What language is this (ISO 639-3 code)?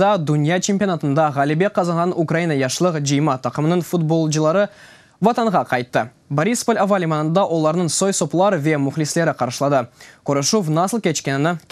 crh